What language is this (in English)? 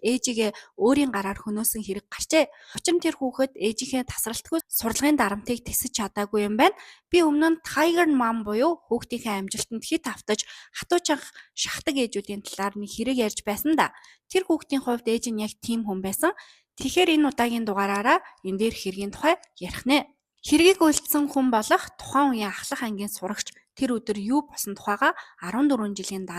Mongolian